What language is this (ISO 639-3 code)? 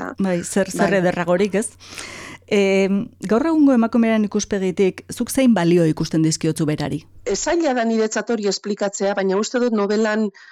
eus